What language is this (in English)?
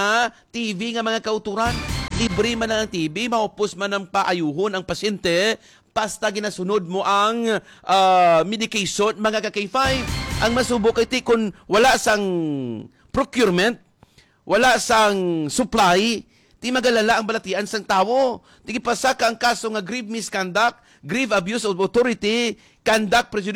Hiligaynon